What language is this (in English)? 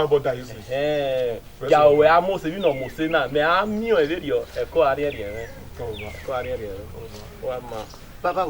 Bini